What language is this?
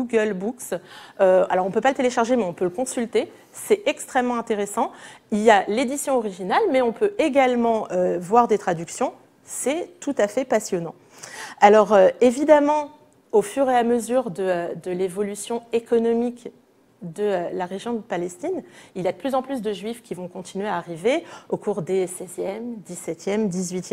French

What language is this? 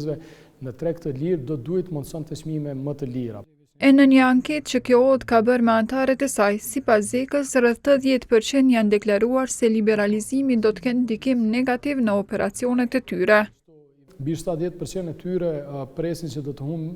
Albanian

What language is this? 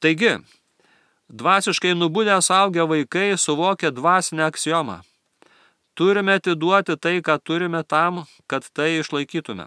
Lithuanian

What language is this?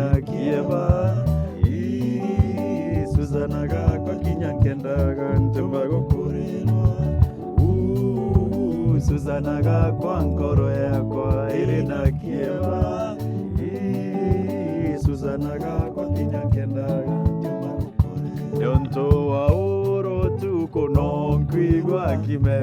Meru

